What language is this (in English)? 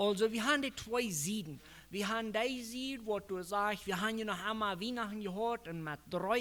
Plautdietsch